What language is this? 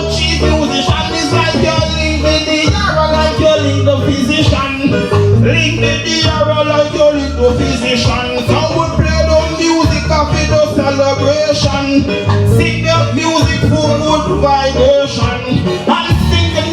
Jamaican Creole English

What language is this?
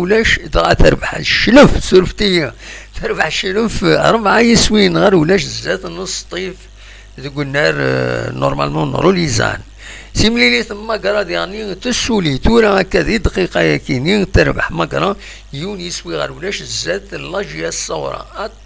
Kabyle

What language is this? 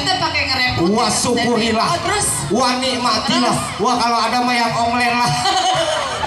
Betawi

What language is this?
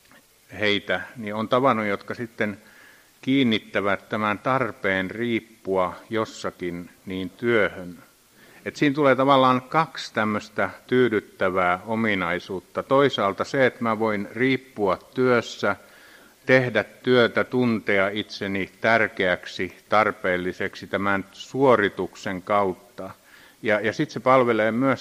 Finnish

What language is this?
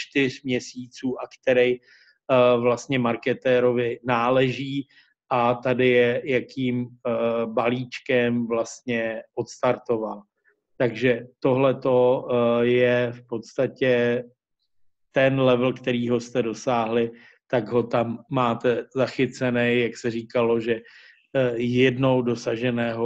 Czech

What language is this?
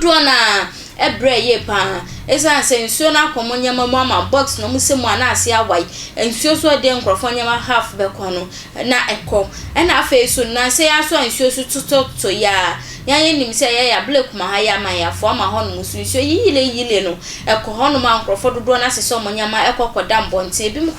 Akan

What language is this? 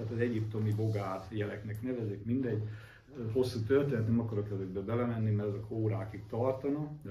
Hungarian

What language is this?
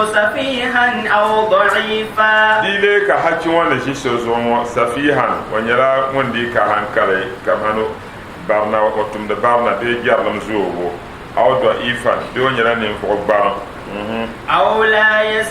Dagbani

